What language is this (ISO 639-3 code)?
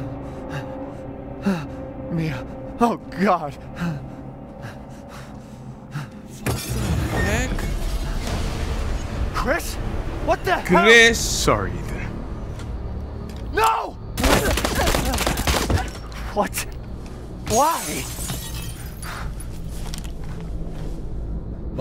nld